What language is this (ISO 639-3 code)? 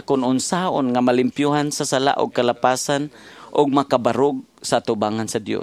ceb